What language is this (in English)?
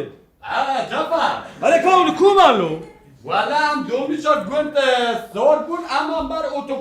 Kurdish